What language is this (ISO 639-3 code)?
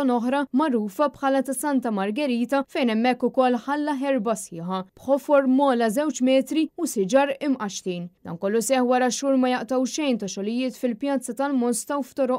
mlt